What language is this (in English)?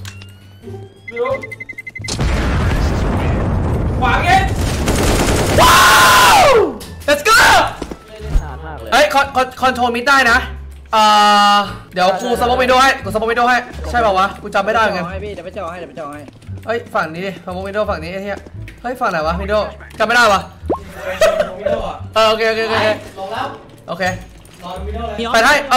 Thai